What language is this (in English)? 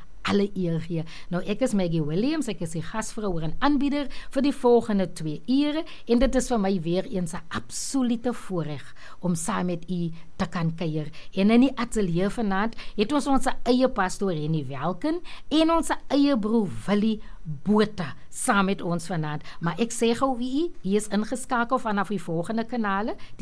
Afrikaans